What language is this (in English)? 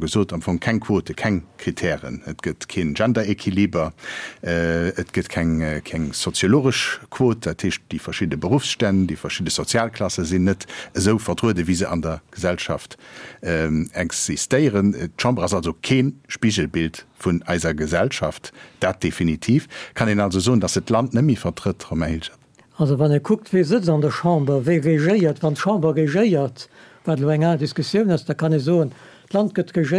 Luxembourgish